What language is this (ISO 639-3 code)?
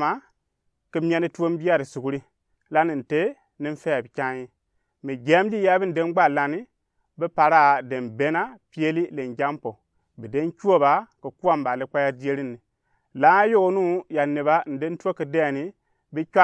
gux